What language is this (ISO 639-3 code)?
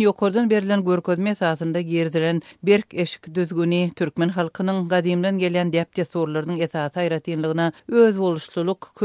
tuk